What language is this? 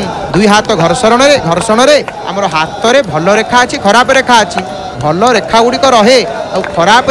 Odia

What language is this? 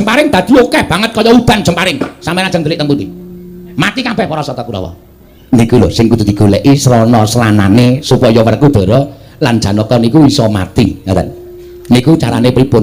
Javanese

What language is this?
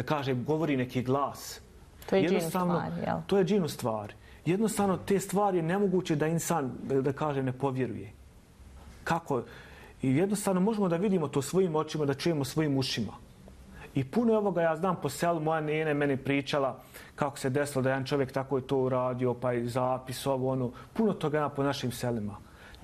Bosnian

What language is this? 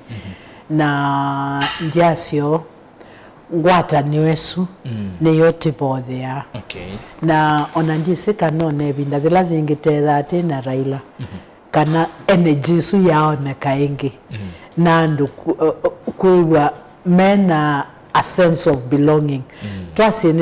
Kamba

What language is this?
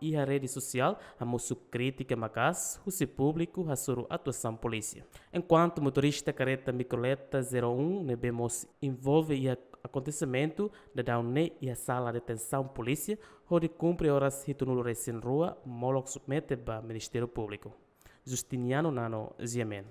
Tetum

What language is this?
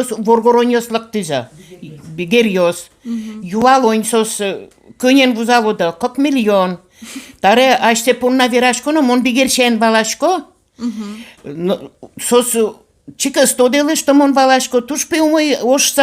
Udmurt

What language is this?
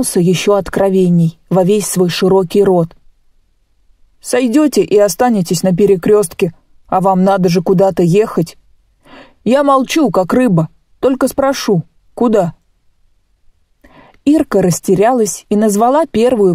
Russian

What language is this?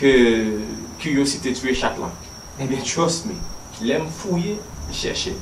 Haitian Creole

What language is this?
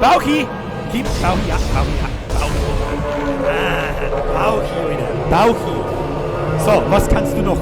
Bavarian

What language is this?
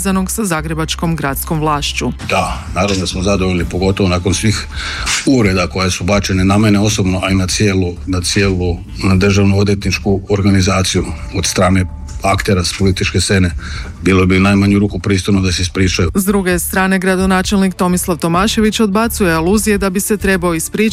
Croatian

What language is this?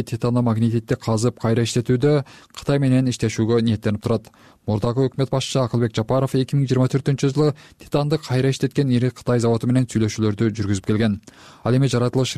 Kyrgyz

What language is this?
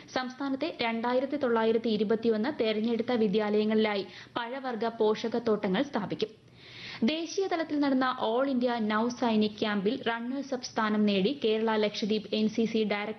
Malayalam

